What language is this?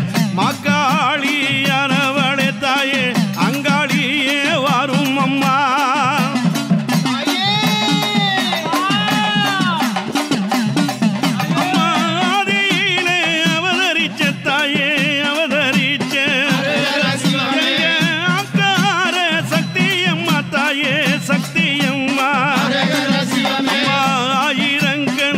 Tamil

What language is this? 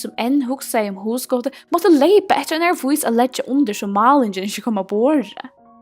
Faroese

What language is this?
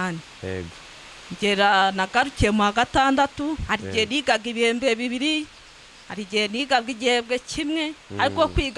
Kinyarwanda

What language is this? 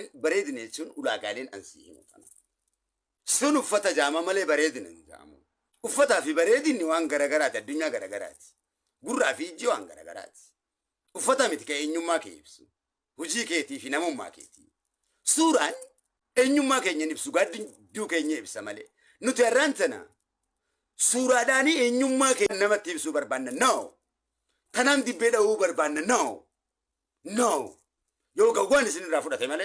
Oromo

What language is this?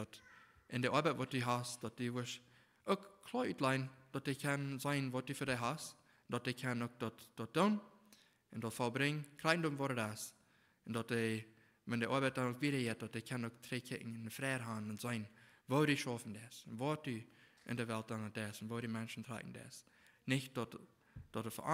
Plautdietsch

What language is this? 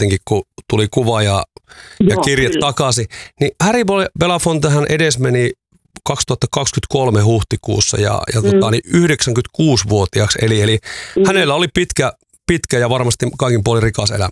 Finnish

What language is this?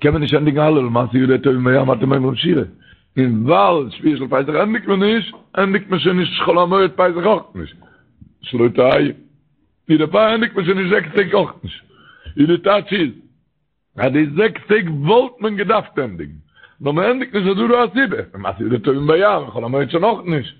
Yiddish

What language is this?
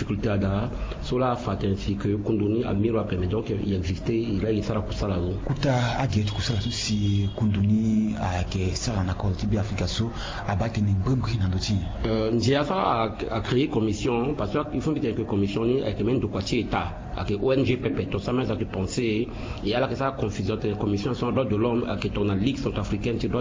Sango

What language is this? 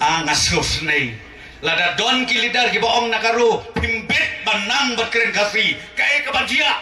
Khasi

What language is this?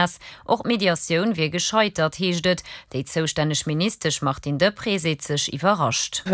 Luxembourgish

